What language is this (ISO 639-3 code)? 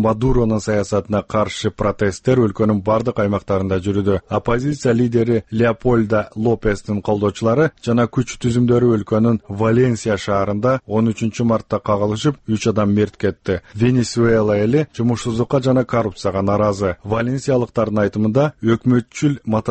kir